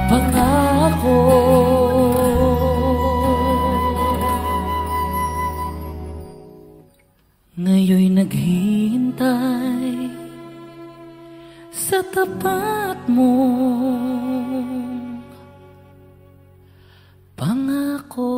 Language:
Filipino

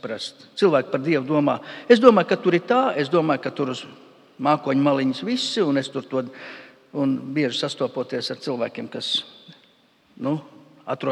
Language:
Latvian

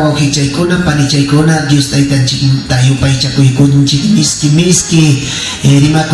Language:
Ayacucho Quechua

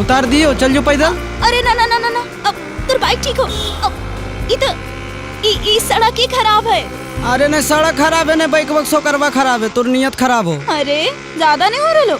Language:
Magahi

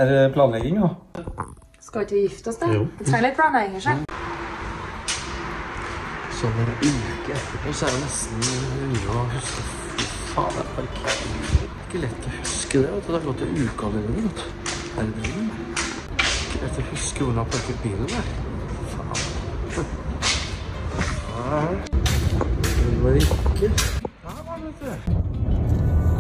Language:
Norwegian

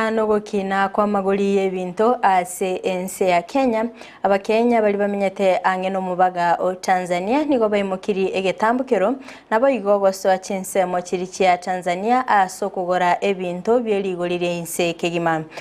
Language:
Gusii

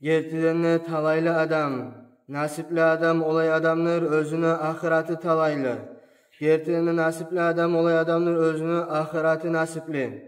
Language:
Kumyk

